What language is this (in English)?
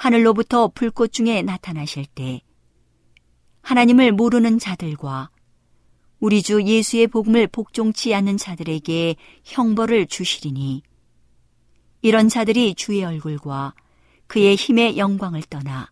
Korean